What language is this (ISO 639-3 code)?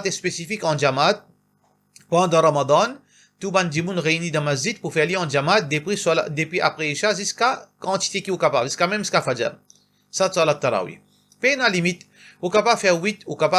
mfe